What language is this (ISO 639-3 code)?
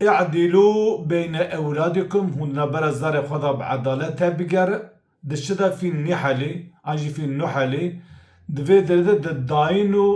kur